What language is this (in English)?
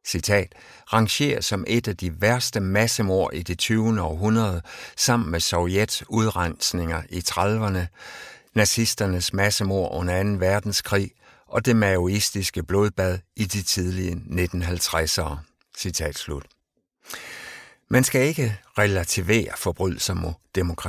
Danish